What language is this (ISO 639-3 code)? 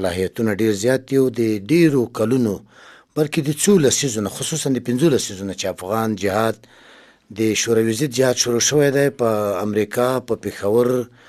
pus